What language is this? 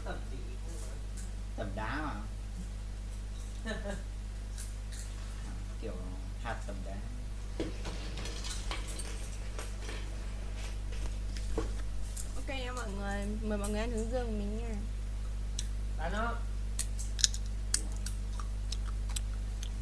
Vietnamese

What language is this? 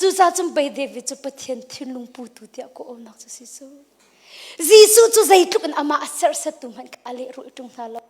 Hakha Chin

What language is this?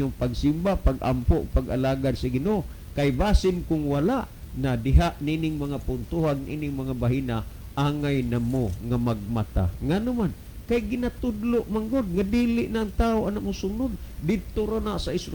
Cebuano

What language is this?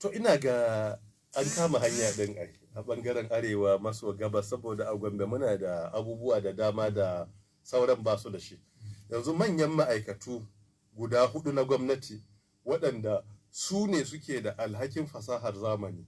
Hausa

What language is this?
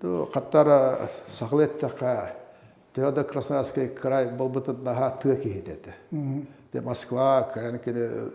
Yakut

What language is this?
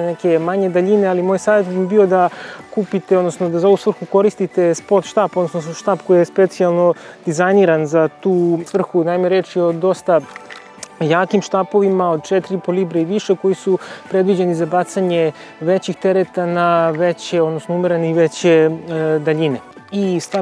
Serbian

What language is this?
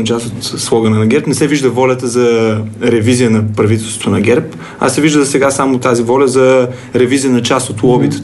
Bulgarian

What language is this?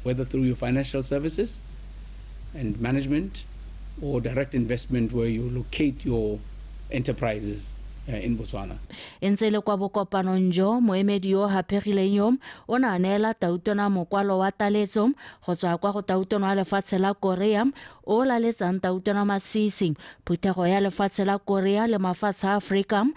Tswana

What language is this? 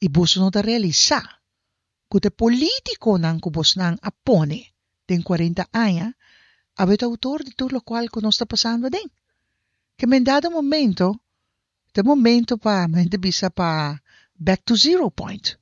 Papiamento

